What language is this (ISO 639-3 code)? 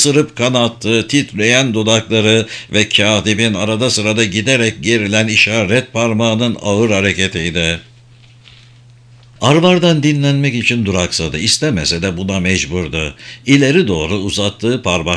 tur